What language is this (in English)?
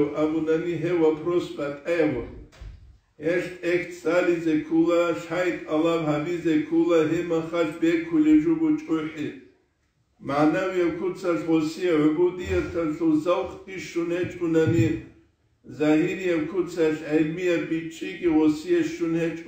Avaric